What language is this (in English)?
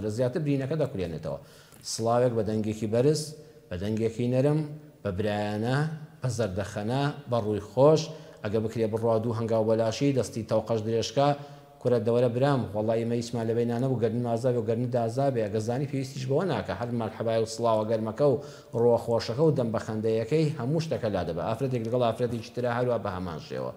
Central Kurdish